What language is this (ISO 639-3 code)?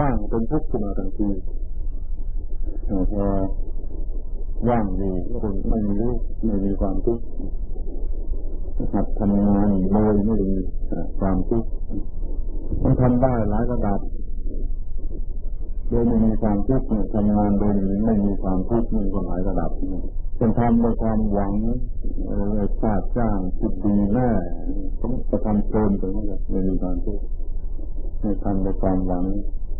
tha